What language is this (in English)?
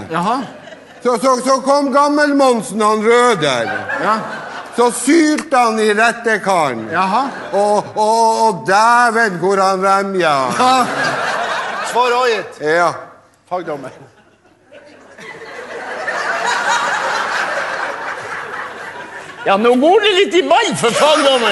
Norwegian